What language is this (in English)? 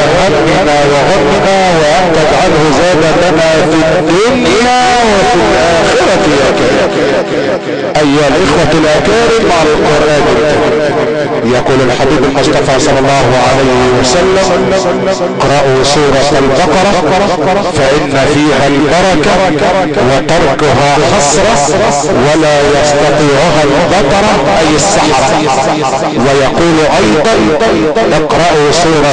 Arabic